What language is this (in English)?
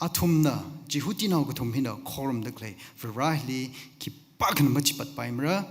Tangkhul Naga (India)